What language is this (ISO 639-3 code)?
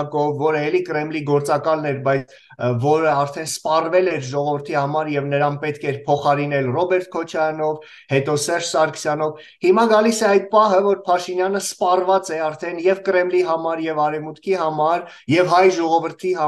hye